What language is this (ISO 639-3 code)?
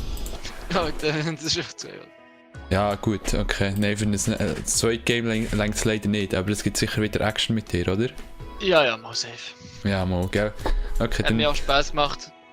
gsw